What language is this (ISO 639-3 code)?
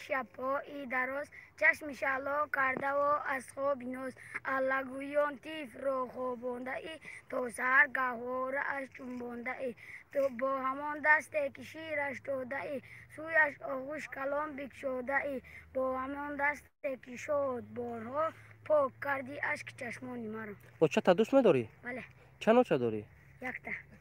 tgk